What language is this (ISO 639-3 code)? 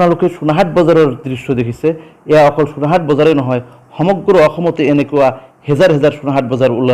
asm